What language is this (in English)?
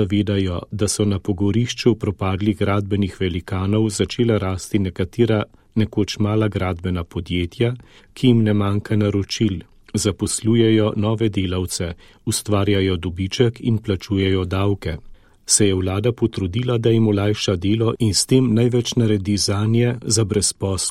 Slovenian